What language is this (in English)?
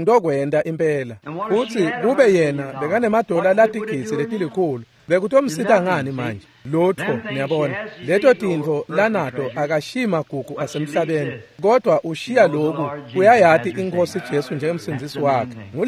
Swati